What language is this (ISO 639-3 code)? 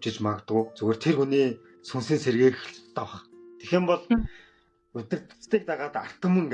mon